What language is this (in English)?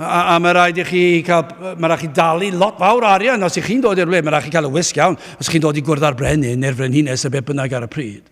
Welsh